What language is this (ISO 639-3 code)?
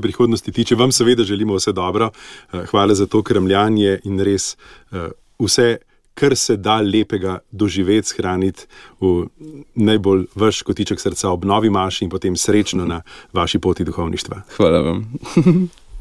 slv